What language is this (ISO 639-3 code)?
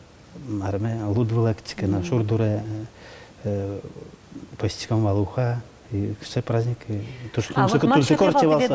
udm